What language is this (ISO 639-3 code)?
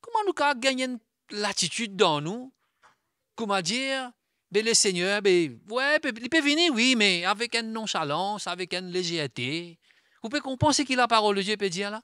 mfe